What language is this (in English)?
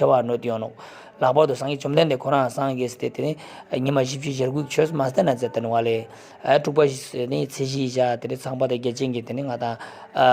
Ladakhi